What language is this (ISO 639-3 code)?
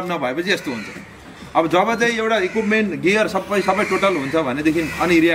nep